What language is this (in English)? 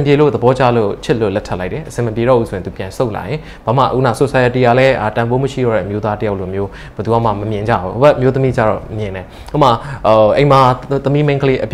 Burmese